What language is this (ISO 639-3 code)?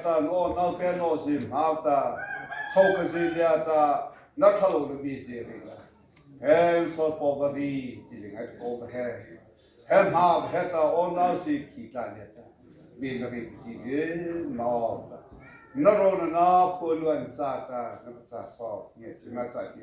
mrh